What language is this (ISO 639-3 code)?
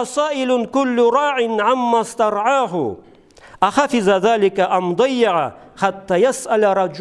krc